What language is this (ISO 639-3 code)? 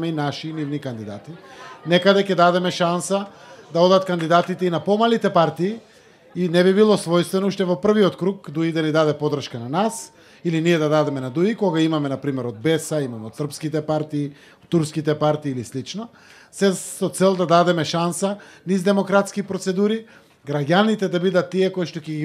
mkd